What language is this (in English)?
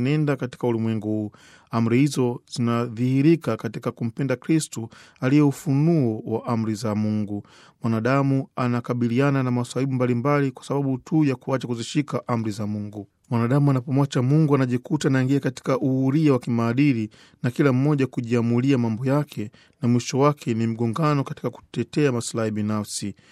Swahili